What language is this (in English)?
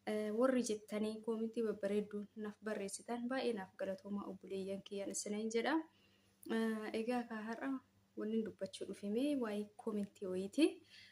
Oromo